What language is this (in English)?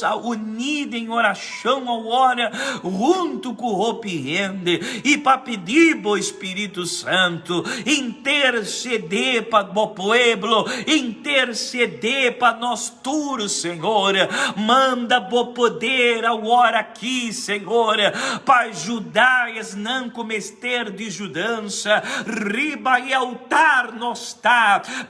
Papiamento